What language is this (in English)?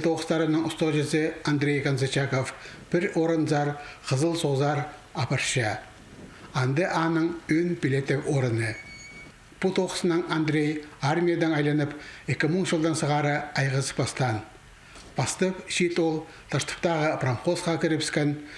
Khakas